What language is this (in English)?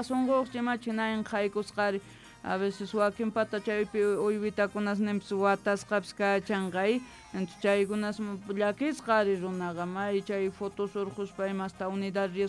South Bolivian Quechua